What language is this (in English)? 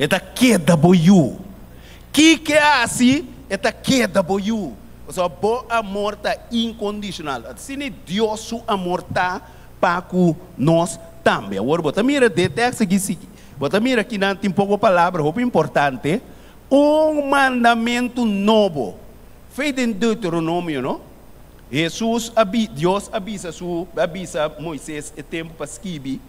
Papiamento